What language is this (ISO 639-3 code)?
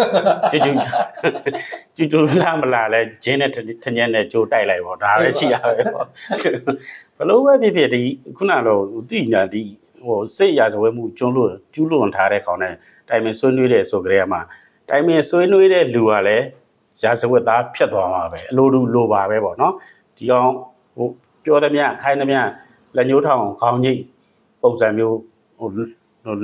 mya